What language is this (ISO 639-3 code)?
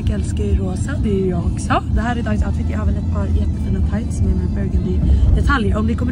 swe